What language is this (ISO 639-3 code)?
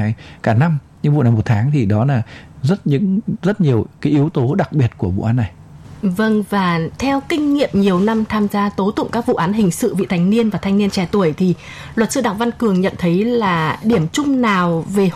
vie